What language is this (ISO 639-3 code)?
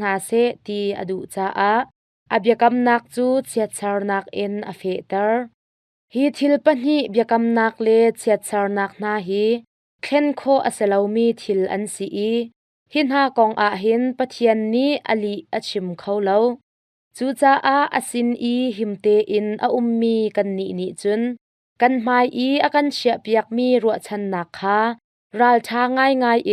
cnh